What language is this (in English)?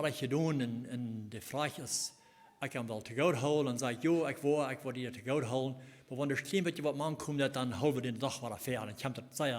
Plautdietsch